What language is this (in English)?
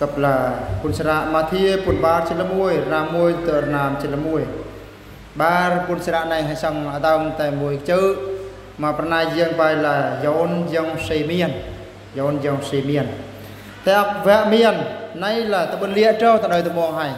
Eastern Bru